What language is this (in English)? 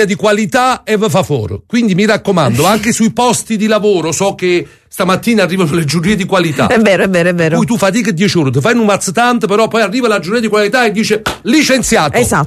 Italian